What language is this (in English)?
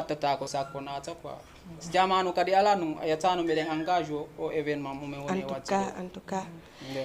Fula